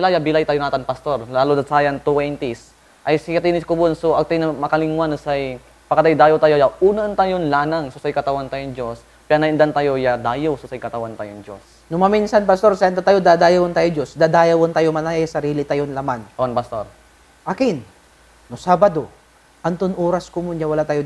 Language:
Pangasinan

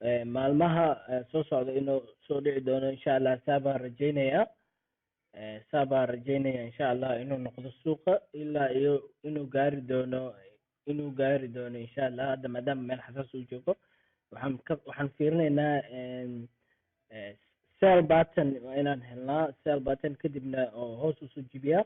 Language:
Somali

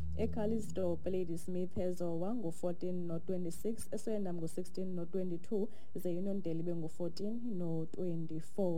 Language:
Xhosa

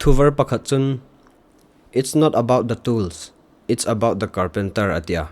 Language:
Hmar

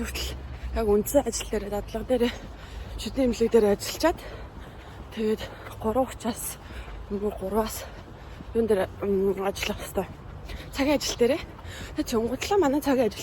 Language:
Mongolian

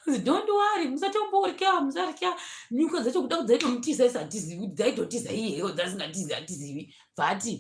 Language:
Shona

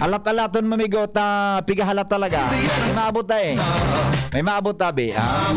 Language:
Bikol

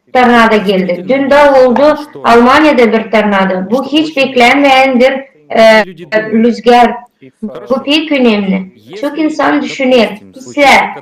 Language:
Gagauz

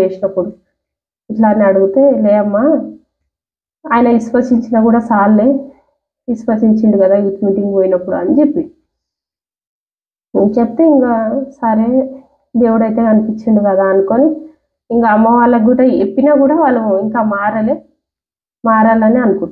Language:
Telugu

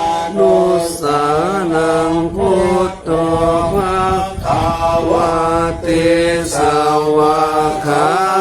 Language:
Pali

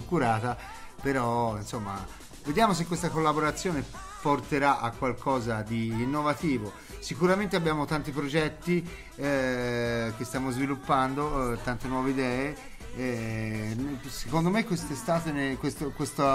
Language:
Italian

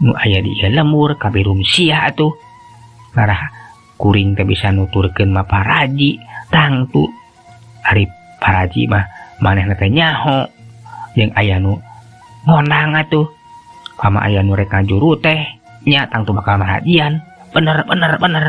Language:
Sundanese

